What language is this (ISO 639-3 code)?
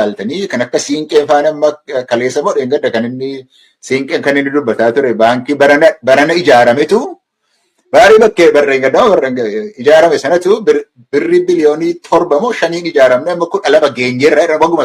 orm